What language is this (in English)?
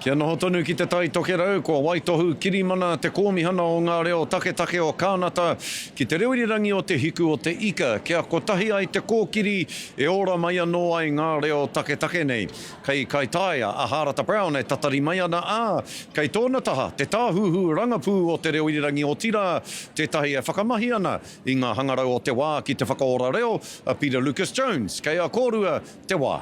Māori